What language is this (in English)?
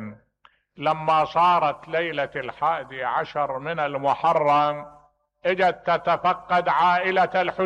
Mesopotamian Arabic